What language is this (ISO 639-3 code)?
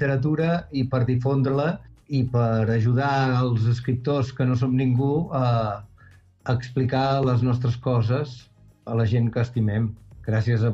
cat